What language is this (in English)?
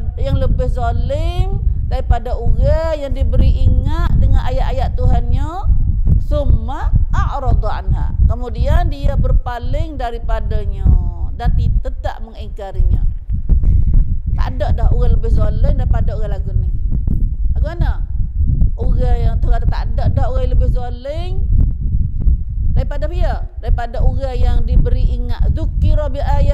Malay